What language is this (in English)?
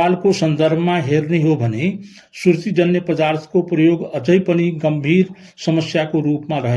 Nepali